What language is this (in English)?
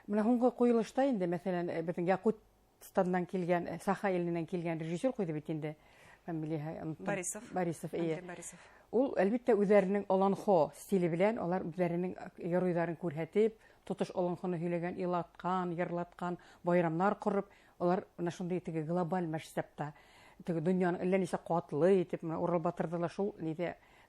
Bashkir